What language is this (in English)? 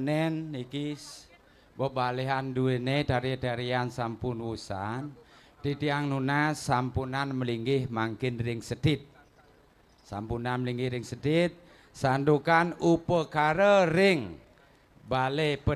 Balinese